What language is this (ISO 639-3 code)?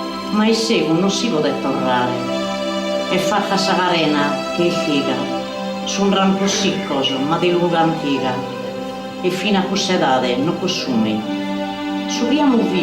srd